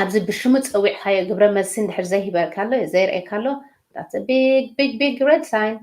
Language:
Tigrinya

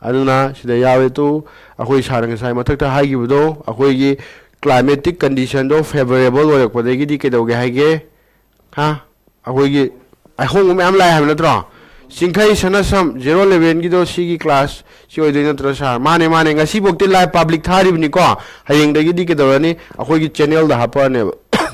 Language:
Manipuri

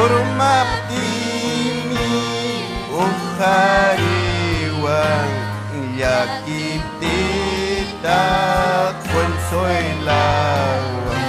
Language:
Ayacucho Quechua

